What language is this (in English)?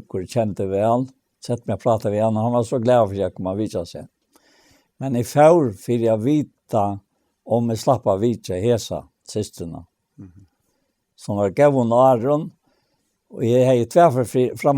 Faroese